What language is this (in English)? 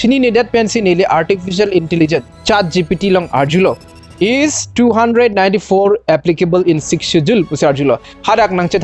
Karbi